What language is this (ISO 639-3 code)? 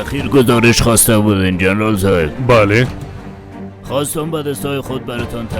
fas